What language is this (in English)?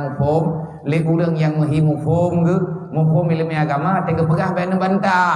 Achinese